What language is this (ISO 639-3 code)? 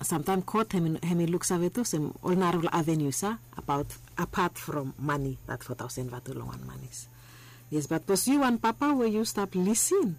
bis